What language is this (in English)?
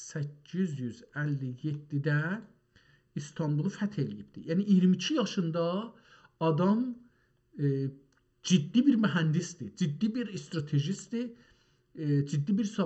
South Azerbaijani